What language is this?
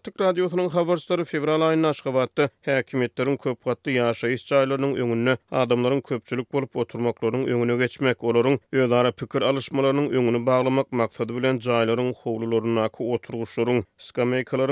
Turkmen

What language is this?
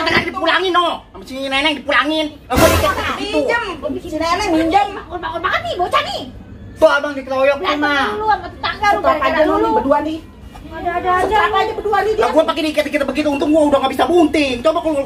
Betawi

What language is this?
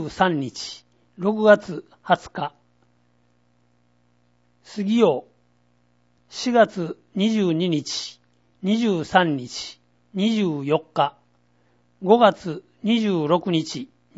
Japanese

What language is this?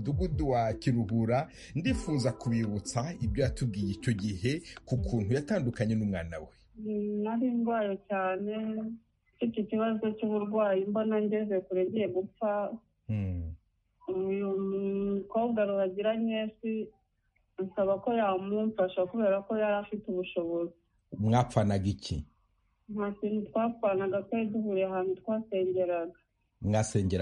Kinyarwanda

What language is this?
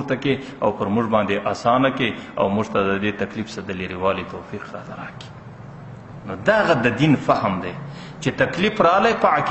Pashto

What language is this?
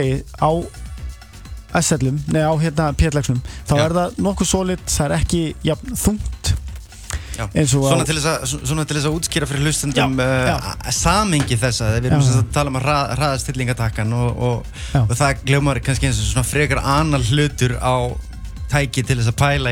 Icelandic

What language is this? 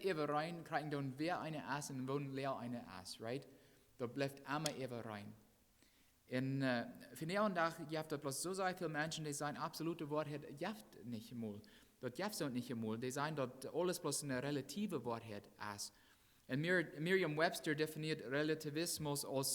Plautdietsch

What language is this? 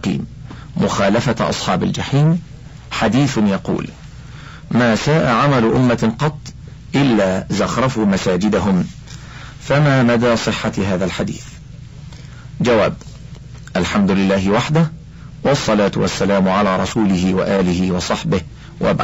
Arabic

